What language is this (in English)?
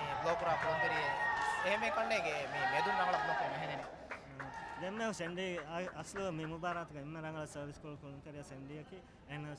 Divehi